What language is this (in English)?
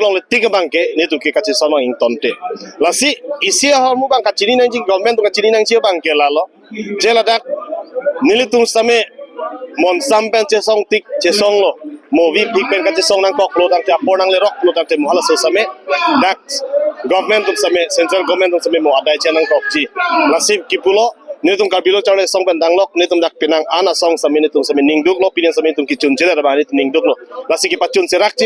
Karbi